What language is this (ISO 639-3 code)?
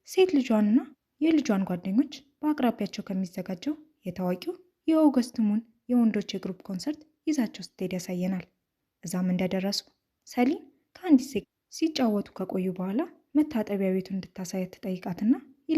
amh